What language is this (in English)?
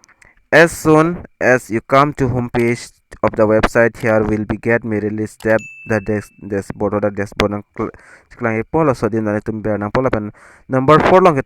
Karbi